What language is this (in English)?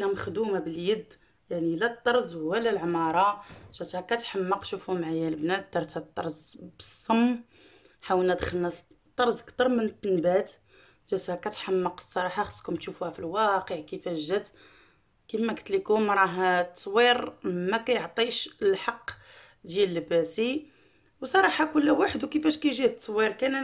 Moroccan Arabic